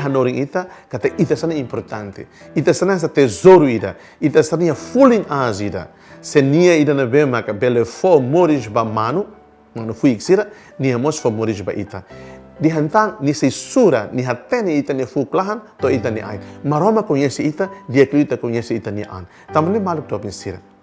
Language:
Tetum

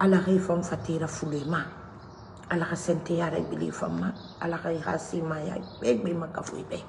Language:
Mandingo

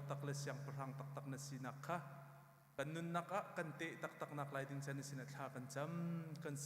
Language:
Hakha Chin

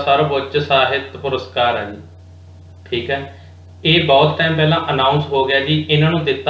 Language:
Punjabi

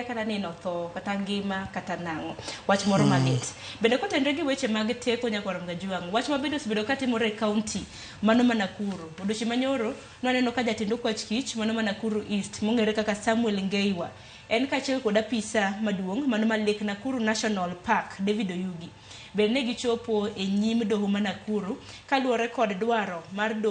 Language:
Luo (Kenya and Tanzania)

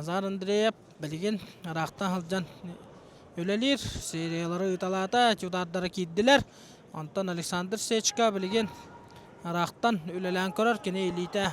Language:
Yakut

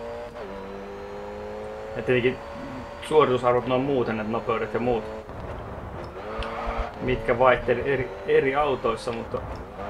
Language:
Finnish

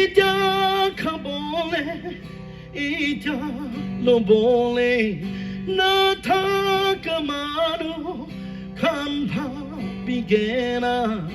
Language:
Naga Pidgin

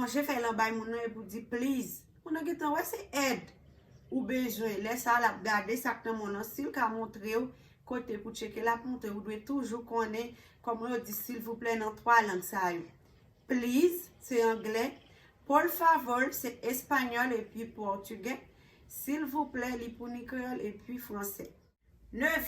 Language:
Haitian Creole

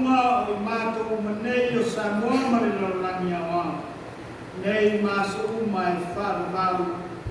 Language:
Samoan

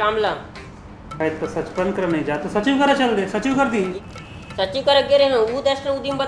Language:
Chhattisgarhi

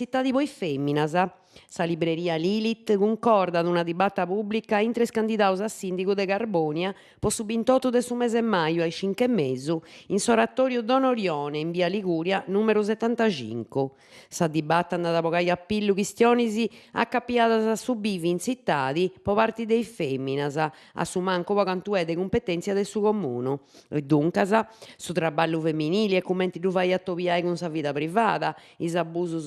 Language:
Sardinian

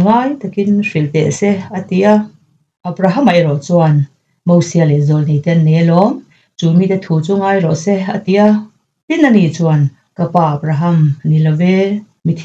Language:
Mizo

